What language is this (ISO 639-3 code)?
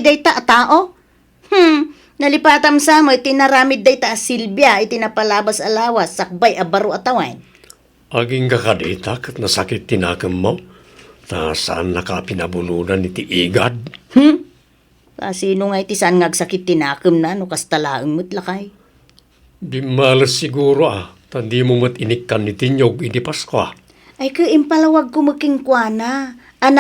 ilo